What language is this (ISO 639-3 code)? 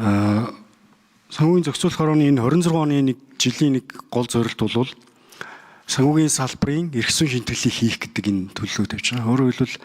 mon